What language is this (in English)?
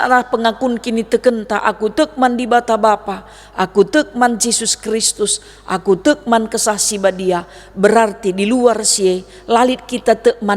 Batak Karo